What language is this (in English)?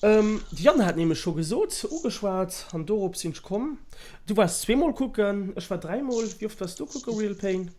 Luxembourgish